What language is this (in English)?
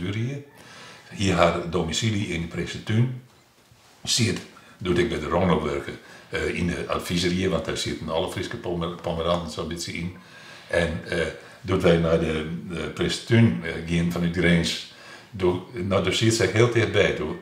Western Frisian